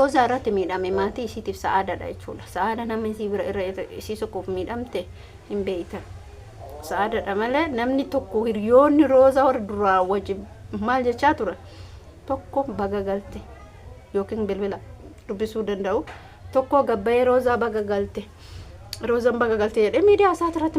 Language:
Oromo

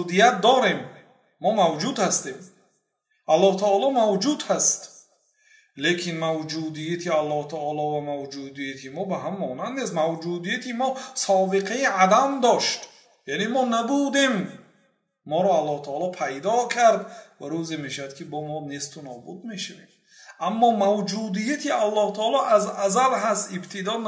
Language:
Persian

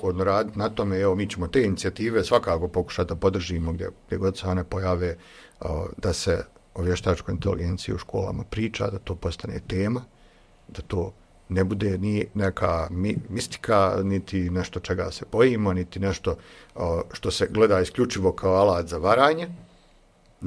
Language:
Croatian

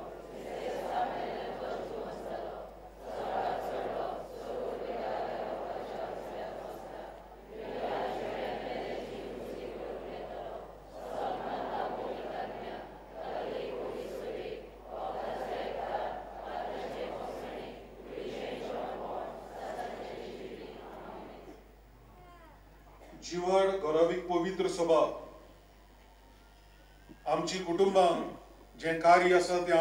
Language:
Konkani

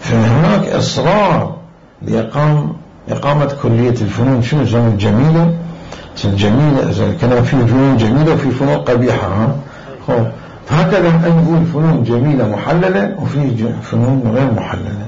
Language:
Mesopotamian Arabic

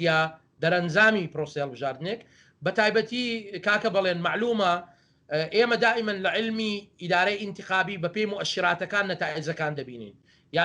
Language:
Central Kurdish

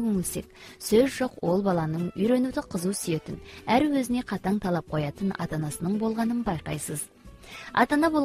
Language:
Kazakh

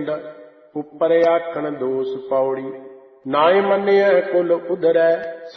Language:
Punjabi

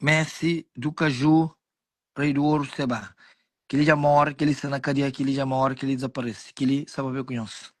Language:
Kabuverdianu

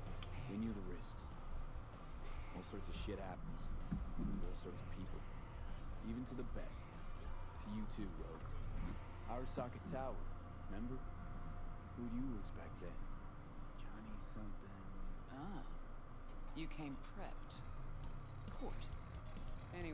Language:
English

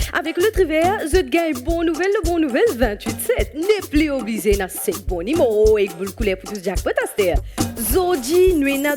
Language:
Morisyen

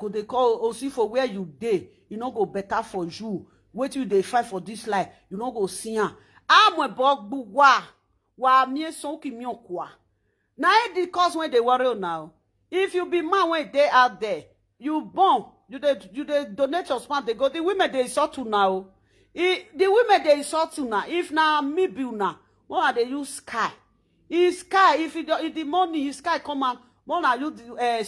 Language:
Nigerian Pidgin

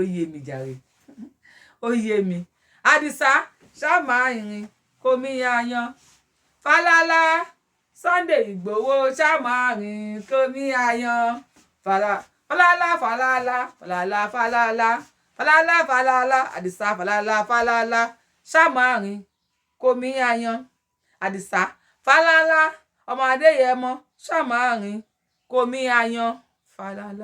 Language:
Yoruba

